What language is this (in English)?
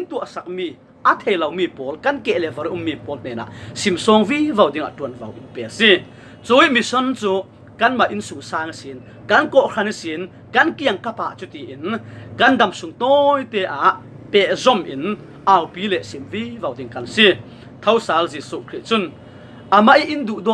Falam Chin